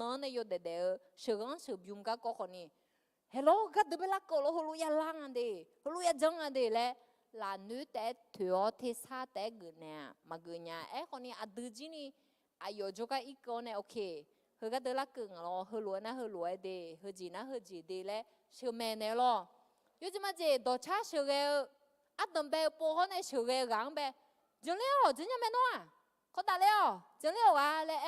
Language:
Akha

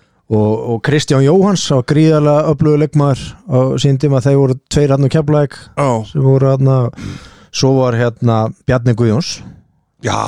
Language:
Icelandic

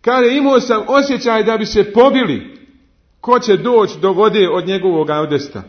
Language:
Bosnian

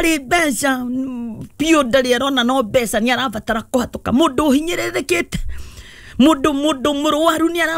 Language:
Kikuyu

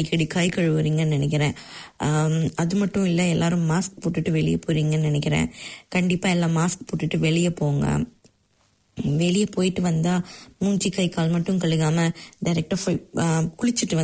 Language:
Tamil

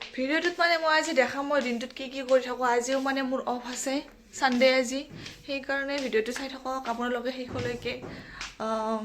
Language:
Assamese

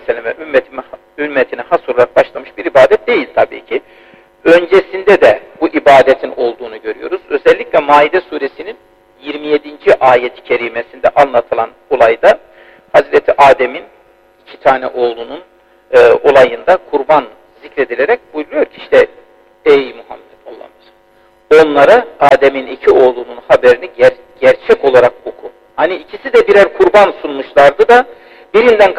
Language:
Turkish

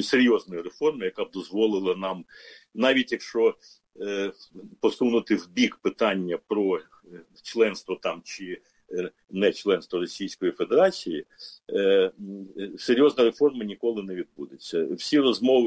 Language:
Ukrainian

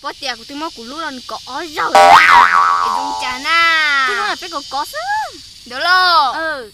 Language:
Hmong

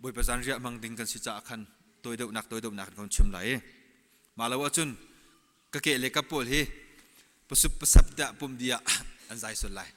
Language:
Hakha Chin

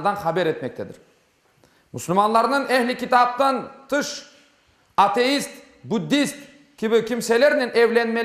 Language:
Crimean Tatar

